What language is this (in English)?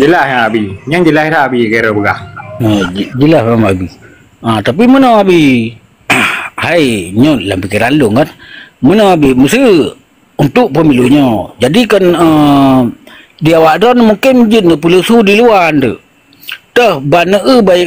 Achinese